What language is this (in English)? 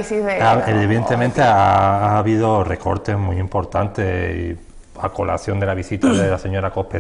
Spanish